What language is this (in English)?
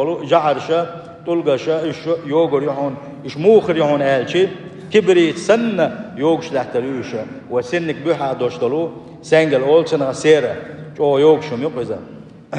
Chechen